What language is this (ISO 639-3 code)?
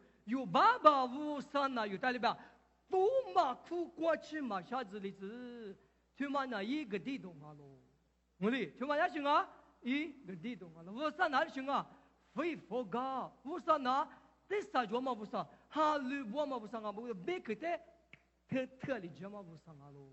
lis